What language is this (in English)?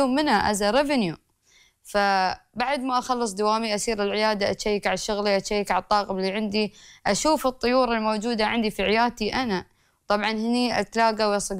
Gulf Arabic